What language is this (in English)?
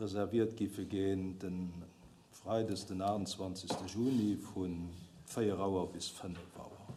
Luxembourgish